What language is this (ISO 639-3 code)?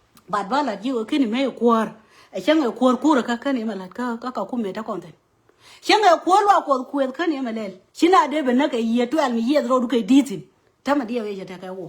nus